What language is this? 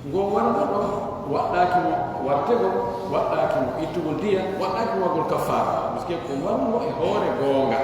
Pular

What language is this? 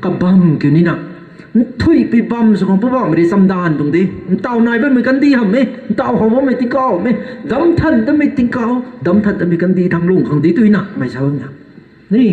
Rongmei Naga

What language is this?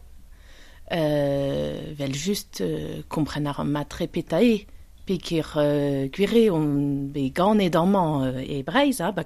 Breton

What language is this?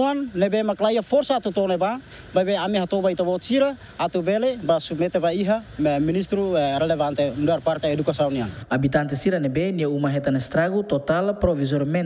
Tetum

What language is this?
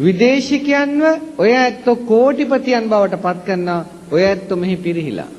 Sinhala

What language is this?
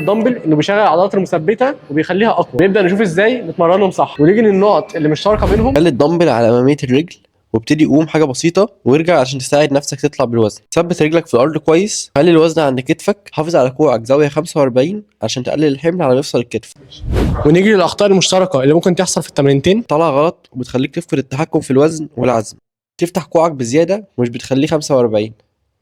Egyptian Arabic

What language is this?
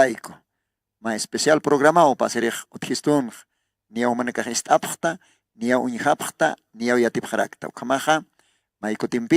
Aymara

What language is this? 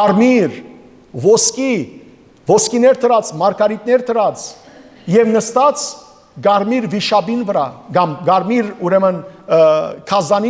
Western Armenian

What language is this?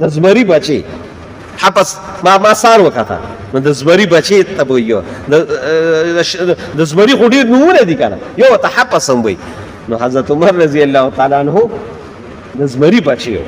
Pashto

